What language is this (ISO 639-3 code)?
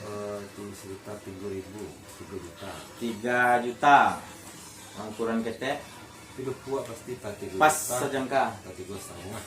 min